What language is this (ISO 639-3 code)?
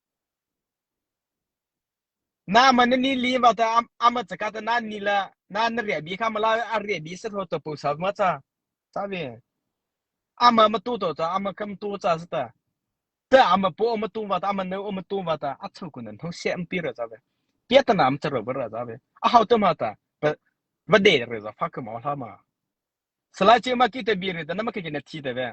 mrh